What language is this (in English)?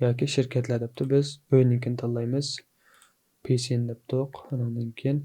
Uyghur